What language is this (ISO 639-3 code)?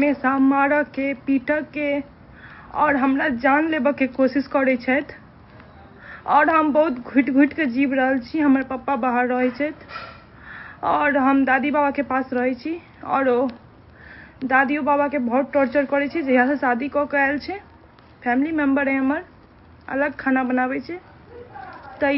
mai